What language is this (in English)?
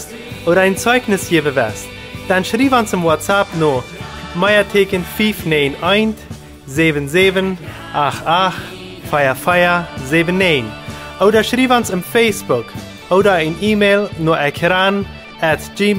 Plautdietsch